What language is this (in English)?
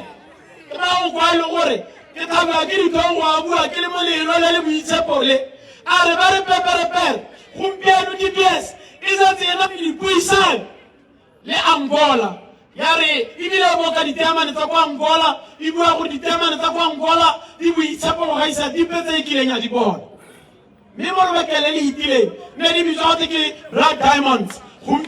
Tswana